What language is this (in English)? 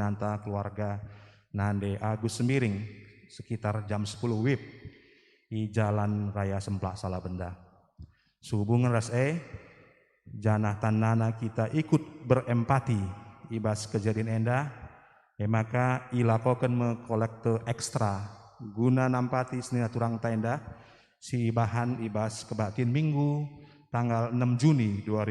Batak Karo